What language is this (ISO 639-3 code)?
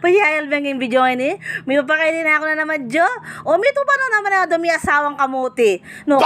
pam